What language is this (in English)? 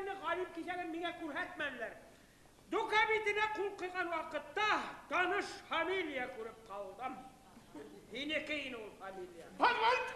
Bashkir